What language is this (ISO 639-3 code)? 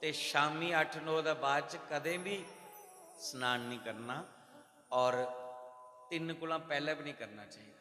doi